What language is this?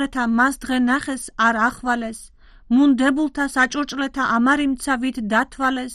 Georgian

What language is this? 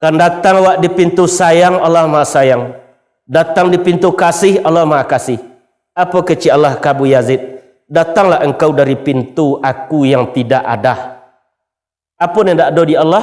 Minangkabau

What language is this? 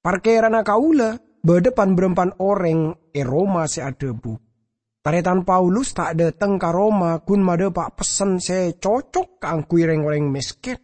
Madurese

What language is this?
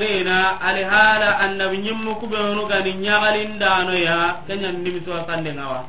Soninke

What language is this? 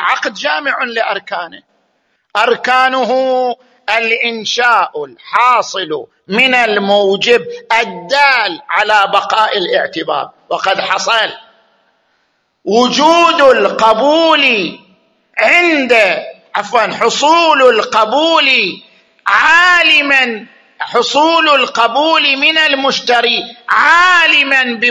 Arabic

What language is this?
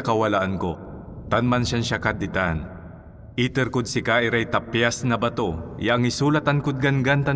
Pangasinan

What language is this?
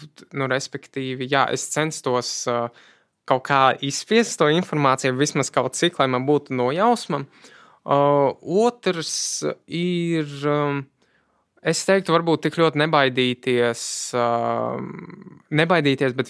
Latvian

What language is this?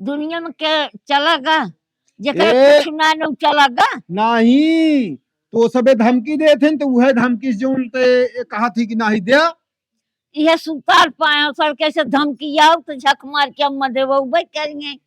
Awadhi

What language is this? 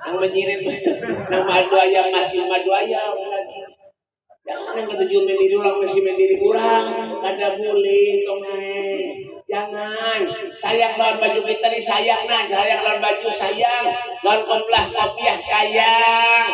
Banjar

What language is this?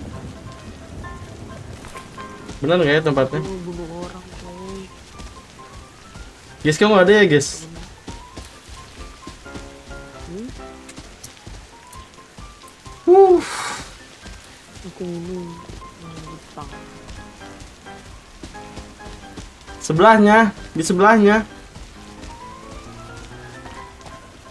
Indonesian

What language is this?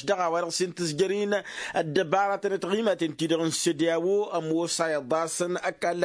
Tamasheq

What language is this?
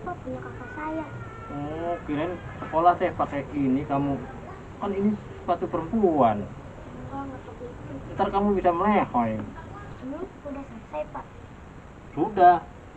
Betawi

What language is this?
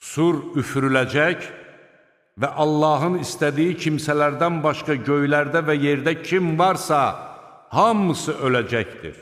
Azerbaijani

